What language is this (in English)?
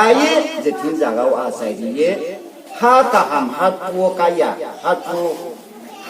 Riang (India)